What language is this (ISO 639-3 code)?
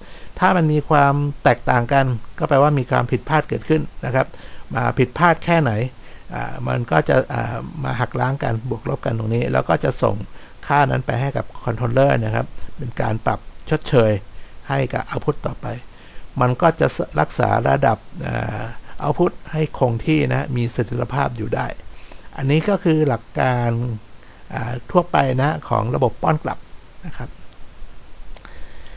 tha